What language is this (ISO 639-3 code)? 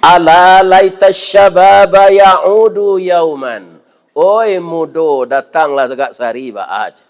min